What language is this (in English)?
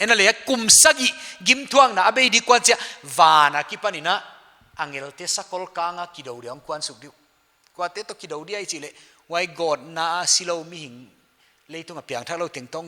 Paite Chin